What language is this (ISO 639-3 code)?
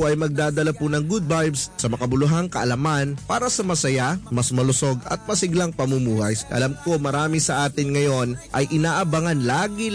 fil